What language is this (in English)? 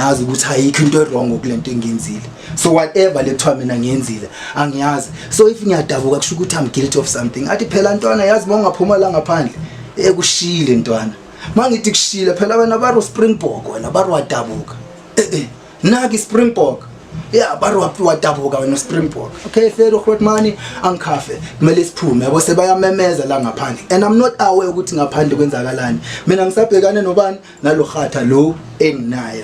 Zulu